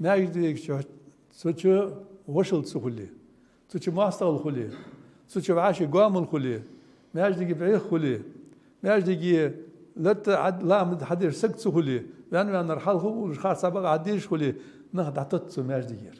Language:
Ingush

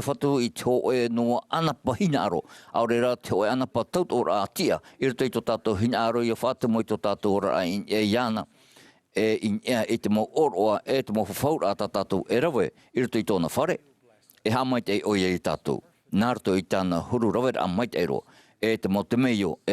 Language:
Tahitian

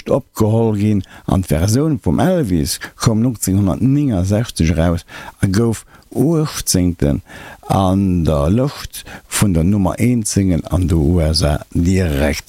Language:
Luxembourgish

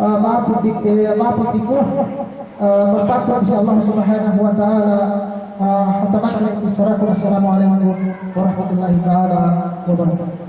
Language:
Yakan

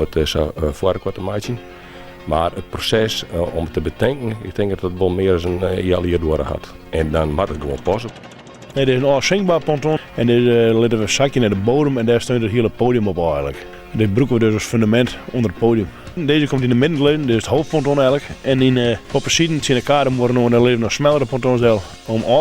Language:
Western Frisian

